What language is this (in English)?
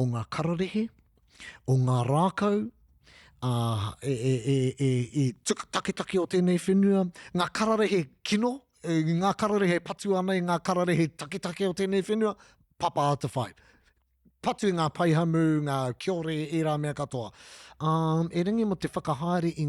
Māori